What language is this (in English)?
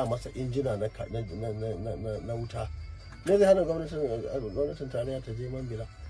Hausa